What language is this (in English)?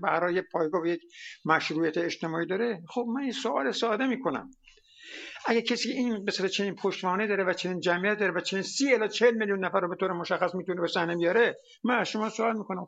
Persian